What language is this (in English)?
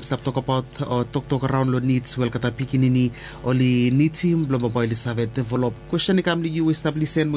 Bislama